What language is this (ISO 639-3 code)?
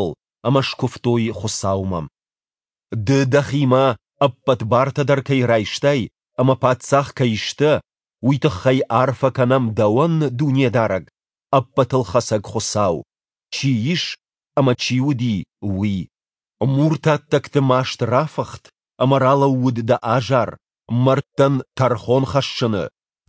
oss